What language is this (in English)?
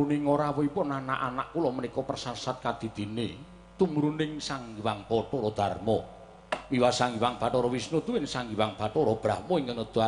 Javanese